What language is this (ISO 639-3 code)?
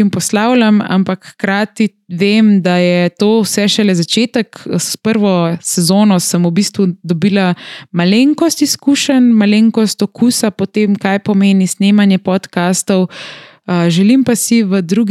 slv